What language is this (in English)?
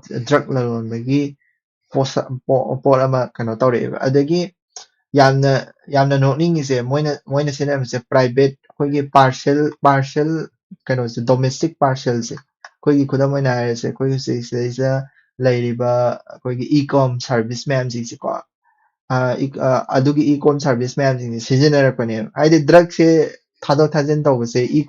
Manipuri